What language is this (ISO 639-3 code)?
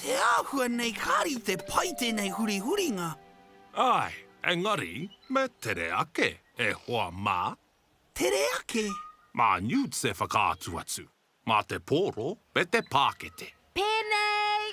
mri